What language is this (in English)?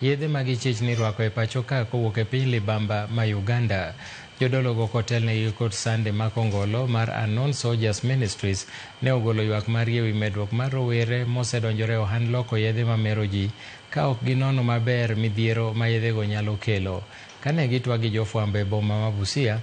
Luo (Kenya and Tanzania)